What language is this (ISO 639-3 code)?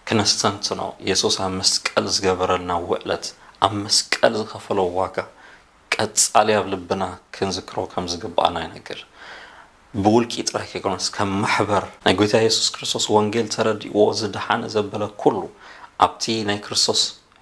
tir